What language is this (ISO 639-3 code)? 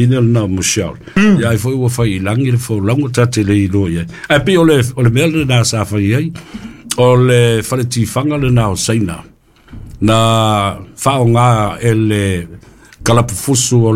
smo